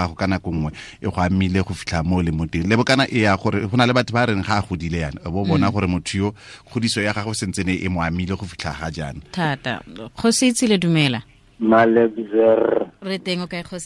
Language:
Tswana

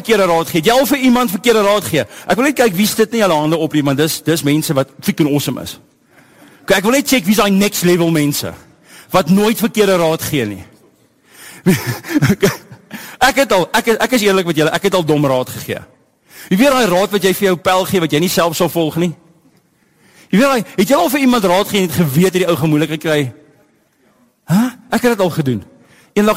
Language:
Afrikaans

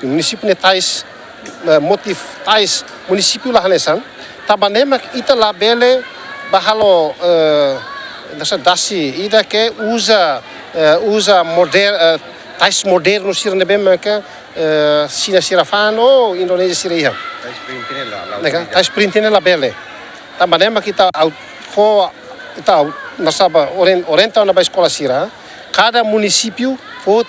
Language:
Tetum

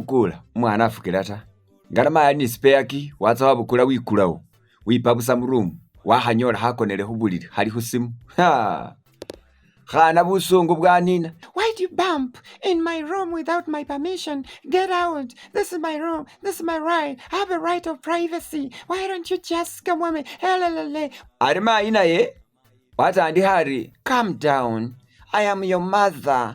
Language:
Masaaba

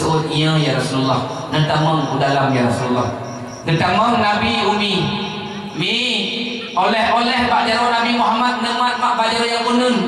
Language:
Achinese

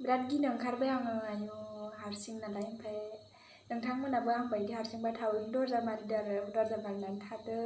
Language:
Bodo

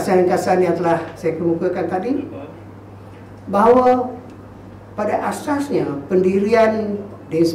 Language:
Malay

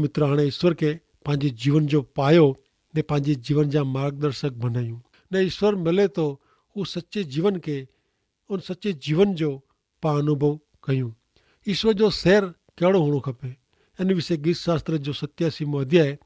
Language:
Kachhi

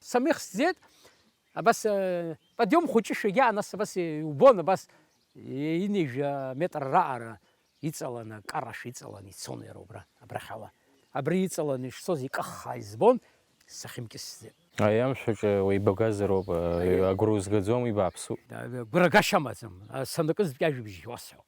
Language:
Abkhazian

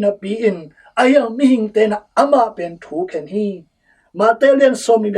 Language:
Tedim Chin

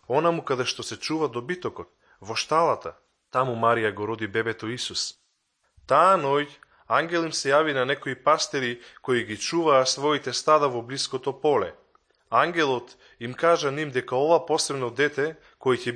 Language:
Macedonian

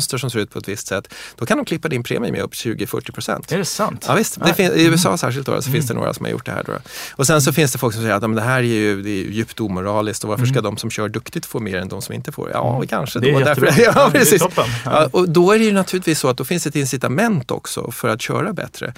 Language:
Swedish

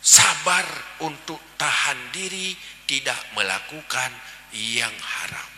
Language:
Achinese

